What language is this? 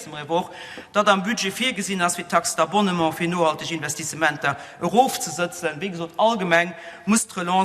Luxembourgish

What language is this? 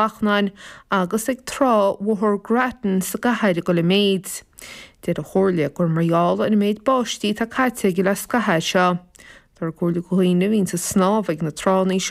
Irish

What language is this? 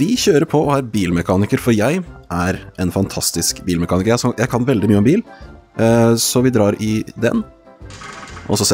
Norwegian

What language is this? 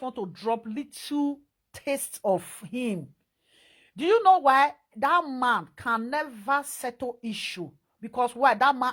Nigerian Pidgin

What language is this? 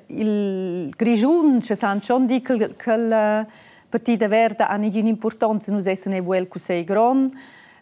Romansh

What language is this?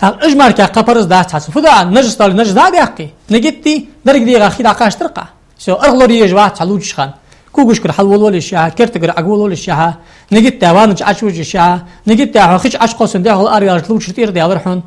Ingush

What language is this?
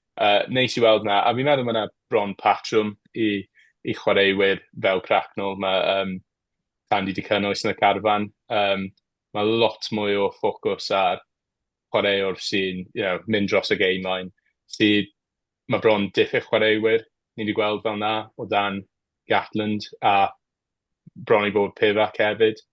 Welsh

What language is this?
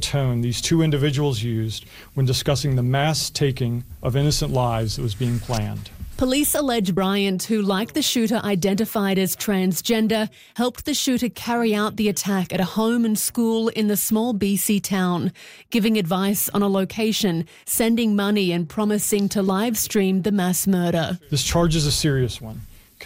English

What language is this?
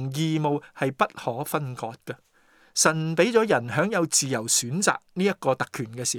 Cantonese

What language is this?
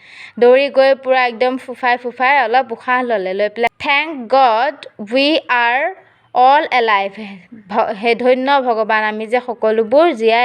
Assamese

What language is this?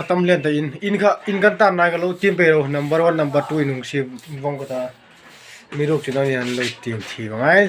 Hmar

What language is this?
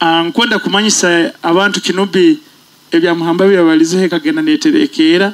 Nyoro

